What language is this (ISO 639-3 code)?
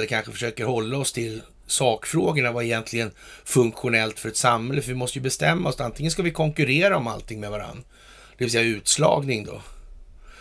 swe